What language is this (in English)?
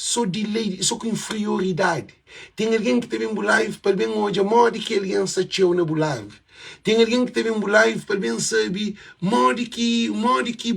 Kabuverdianu